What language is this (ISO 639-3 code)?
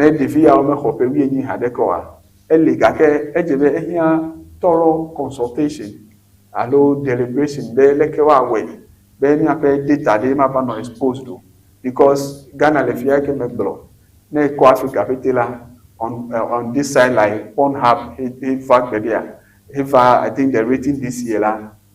ewe